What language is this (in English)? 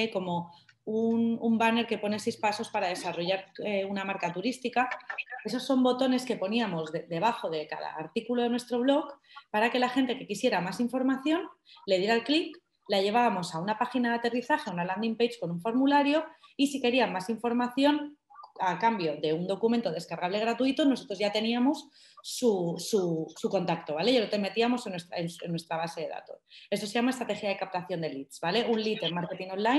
Spanish